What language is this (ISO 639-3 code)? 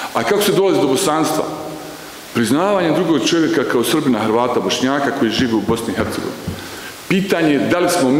bos